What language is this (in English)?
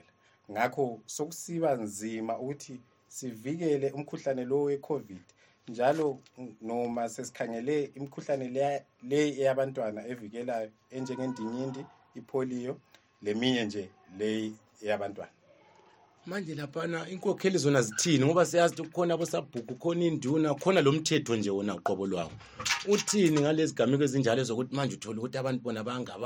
North Ndebele